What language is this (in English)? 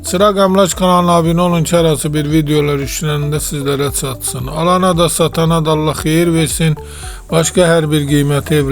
Azerbaijani